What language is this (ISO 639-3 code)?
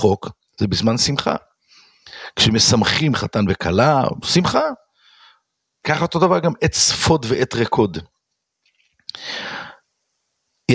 heb